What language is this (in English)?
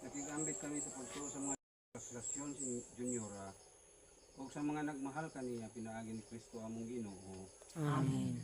Cebuano